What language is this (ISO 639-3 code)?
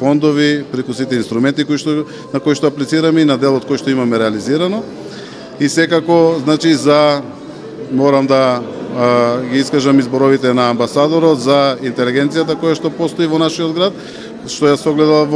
mkd